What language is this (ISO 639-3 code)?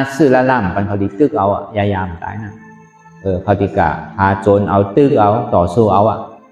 shn